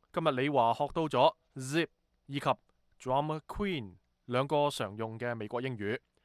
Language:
Cantonese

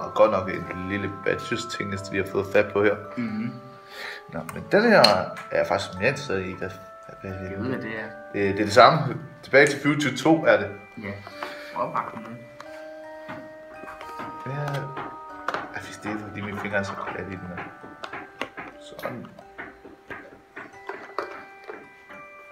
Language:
Danish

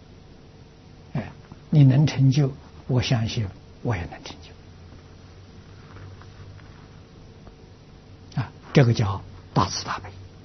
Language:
Chinese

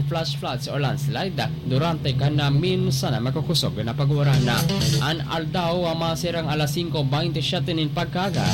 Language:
Bikol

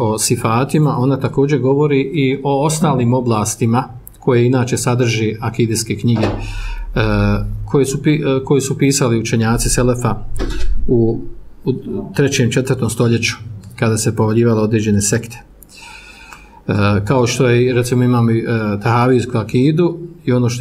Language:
Bosnian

